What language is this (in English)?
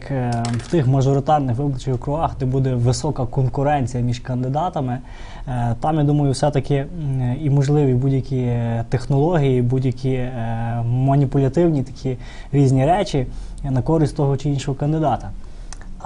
Ukrainian